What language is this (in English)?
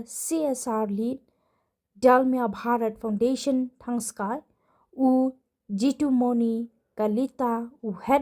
Khasi